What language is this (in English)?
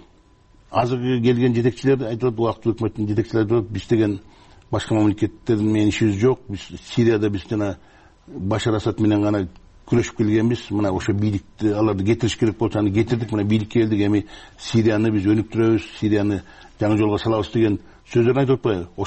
Kyrgyz